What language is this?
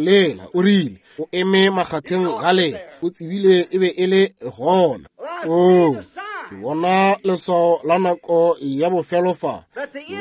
Northern Sotho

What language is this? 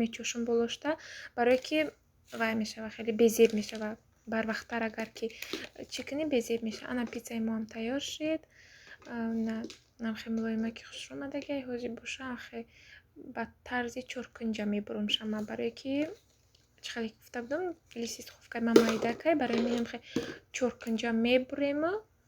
Tajik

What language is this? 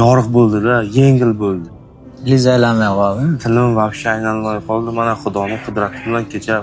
Uzbek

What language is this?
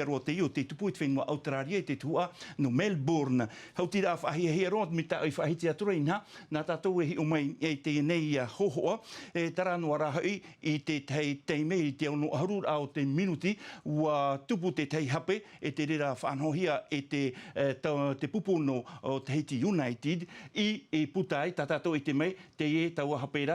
Tahitian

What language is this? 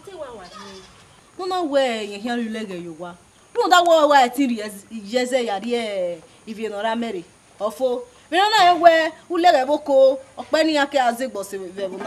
Bini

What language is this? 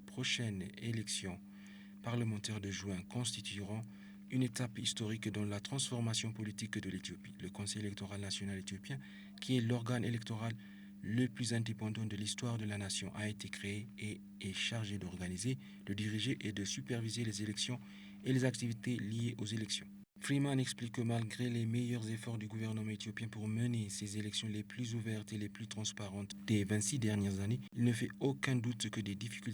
French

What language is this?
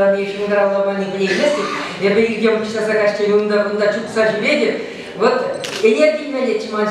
Chuvash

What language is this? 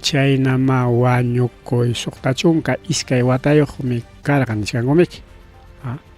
Ayacucho Quechua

